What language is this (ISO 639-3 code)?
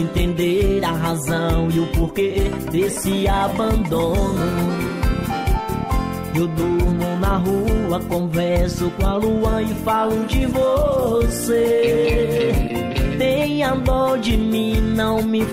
por